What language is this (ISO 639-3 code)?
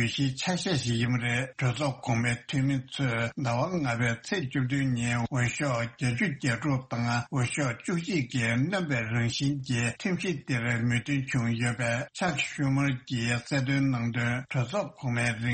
bod